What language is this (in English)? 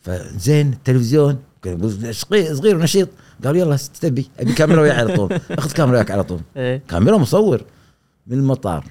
Gulf Arabic